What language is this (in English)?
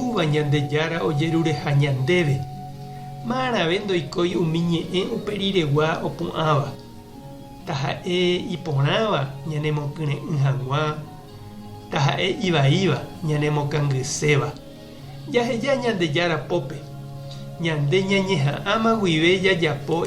Guarani